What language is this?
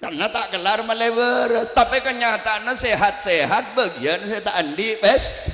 Madurese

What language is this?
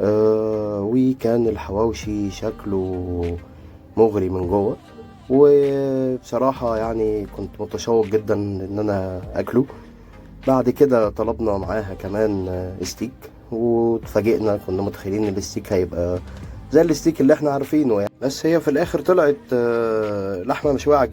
Egyptian Arabic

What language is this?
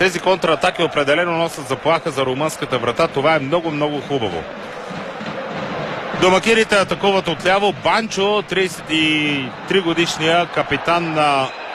Bulgarian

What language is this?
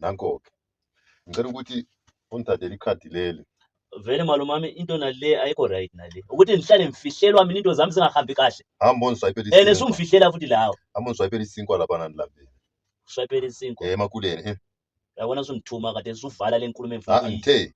Zulu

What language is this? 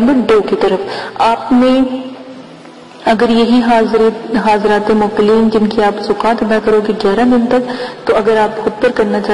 Urdu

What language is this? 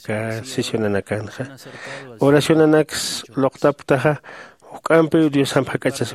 Aymara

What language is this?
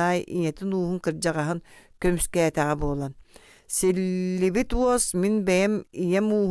Yakut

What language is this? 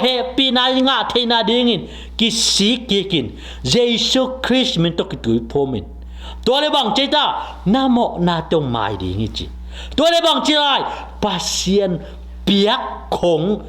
Tedim Chin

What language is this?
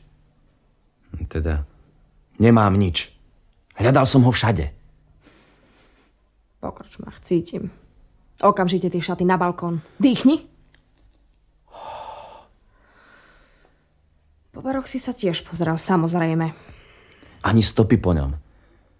Slovak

